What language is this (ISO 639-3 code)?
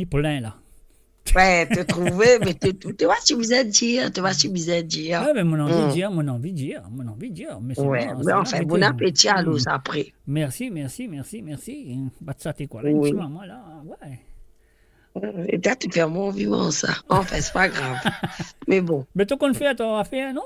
mfe